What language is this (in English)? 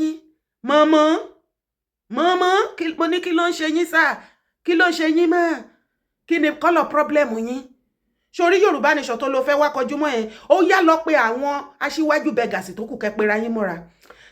Yoruba